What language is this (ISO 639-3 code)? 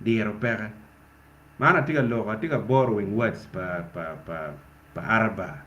ach